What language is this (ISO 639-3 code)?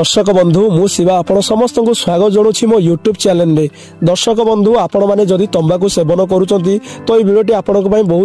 ori